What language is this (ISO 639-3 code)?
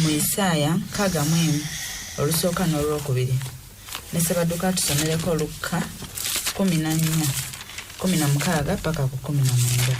lug